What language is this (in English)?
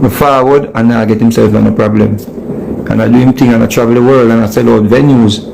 Jamaican Creole English